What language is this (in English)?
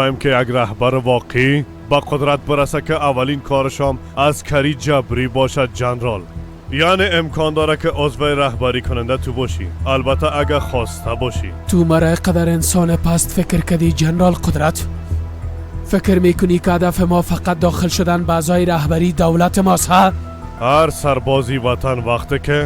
Persian